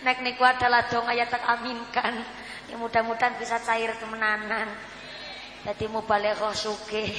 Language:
Javanese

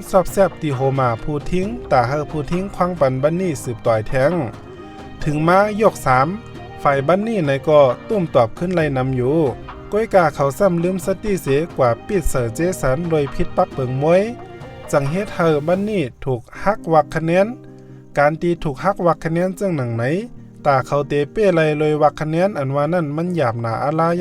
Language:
Shan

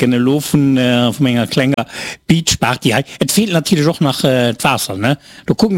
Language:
Luxembourgish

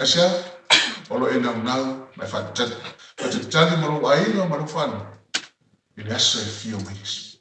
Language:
Samoan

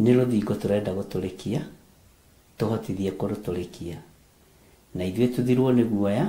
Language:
Kikuyu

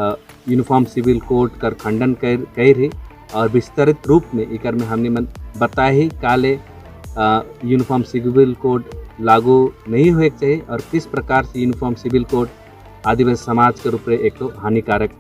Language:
Sadri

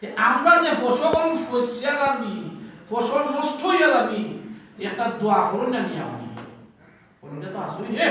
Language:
Sylheti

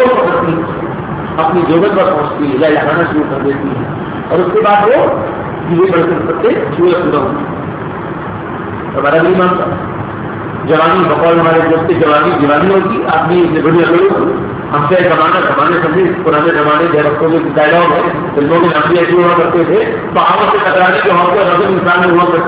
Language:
Urdu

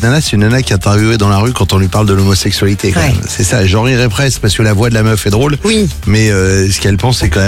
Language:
French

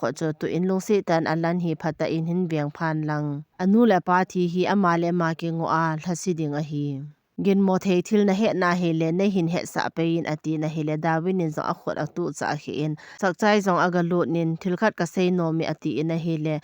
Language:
Thado Chin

